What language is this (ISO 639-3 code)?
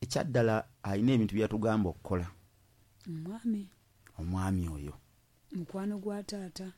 lug